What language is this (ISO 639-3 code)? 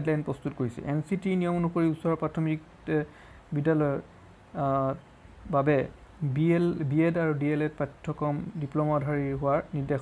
asm